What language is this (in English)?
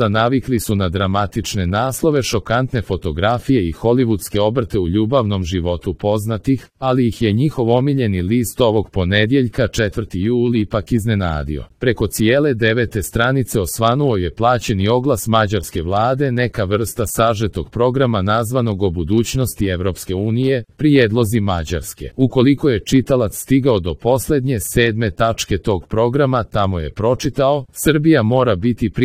Serbian